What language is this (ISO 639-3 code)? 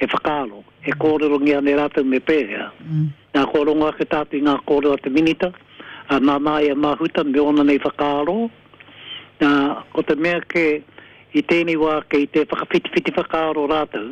mri